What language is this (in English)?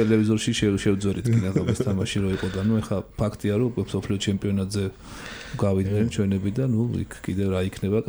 Georgian